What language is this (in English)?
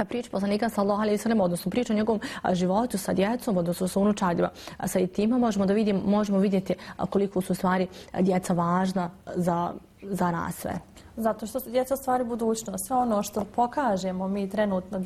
Bosnian